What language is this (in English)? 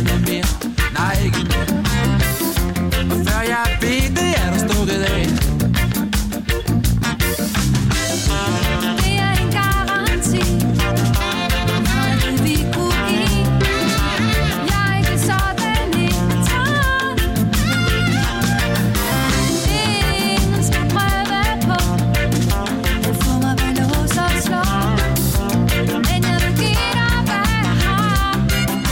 Danish